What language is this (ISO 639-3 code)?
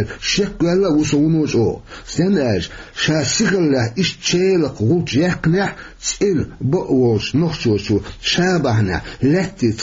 che